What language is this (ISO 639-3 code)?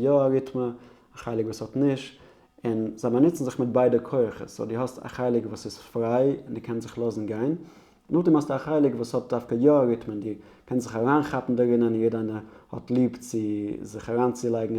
yid